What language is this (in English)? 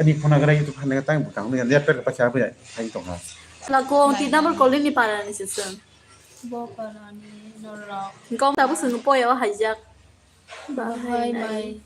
Kok Borok